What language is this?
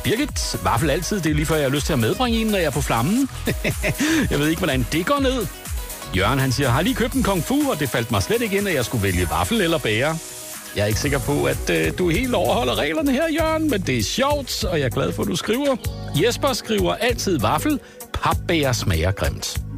Danish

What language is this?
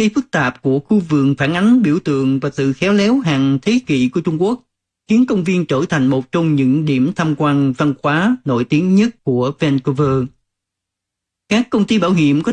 Vietnamese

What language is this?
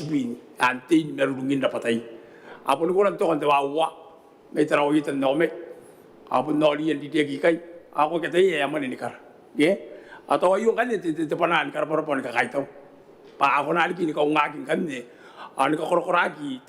Gilbertese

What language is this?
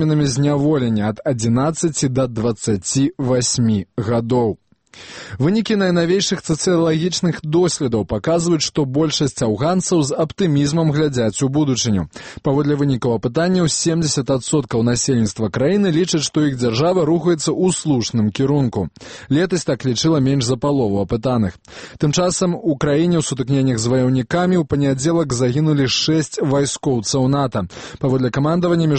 Belarusian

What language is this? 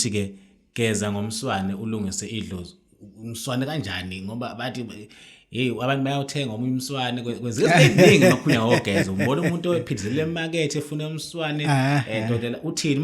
Zulu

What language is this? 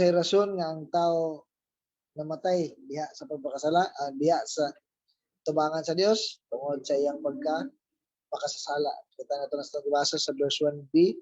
Cebuano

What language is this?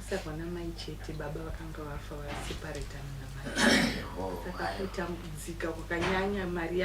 Shona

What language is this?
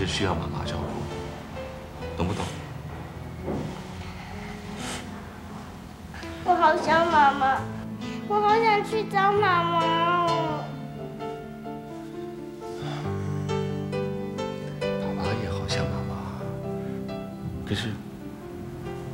Min Nan Chinese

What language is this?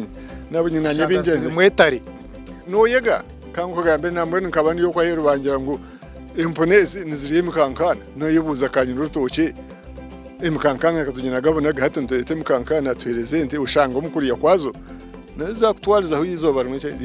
Nyankole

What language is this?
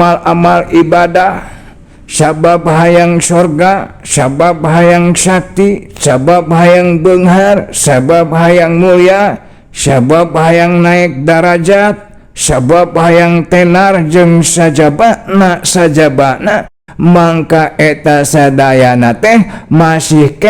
Sundanese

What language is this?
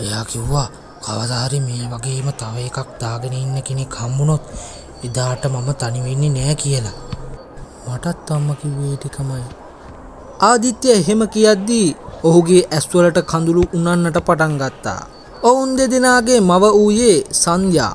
Sinhala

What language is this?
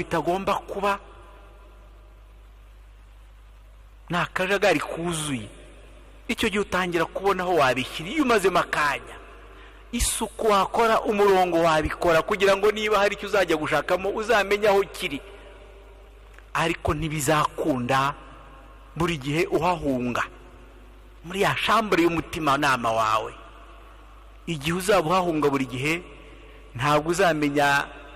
Kinyarwanda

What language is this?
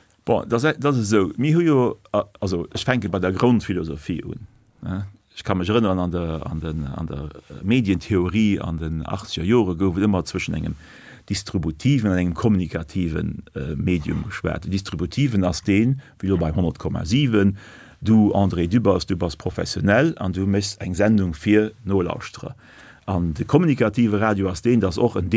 Luxembourgish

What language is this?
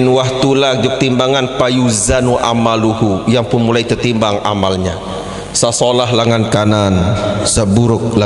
Sasak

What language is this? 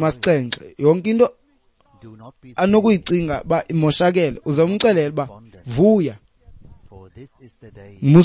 Xhosa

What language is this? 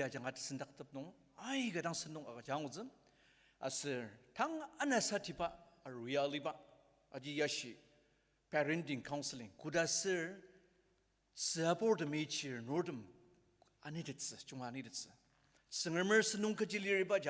Ao Naga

